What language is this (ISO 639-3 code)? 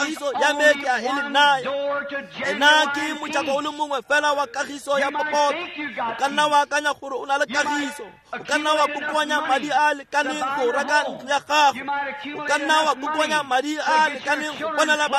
tsn